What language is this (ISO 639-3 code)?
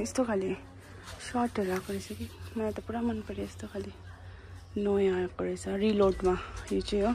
nep